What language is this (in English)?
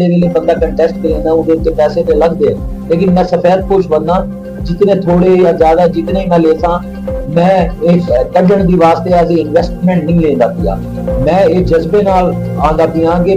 Saraiki